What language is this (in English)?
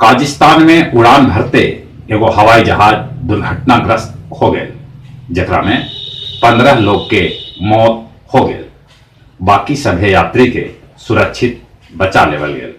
Magahi